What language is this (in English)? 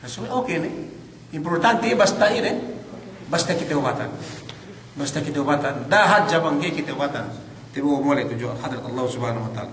Yakan